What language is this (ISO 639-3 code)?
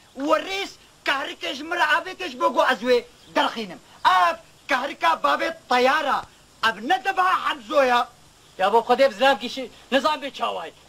kur